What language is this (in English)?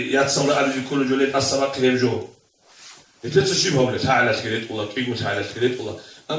Avaric